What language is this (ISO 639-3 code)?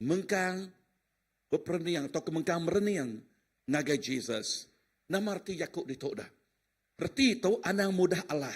iba